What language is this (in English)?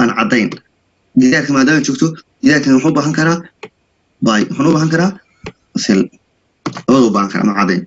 Somali